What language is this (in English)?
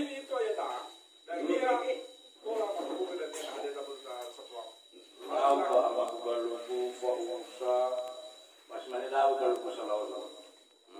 Nias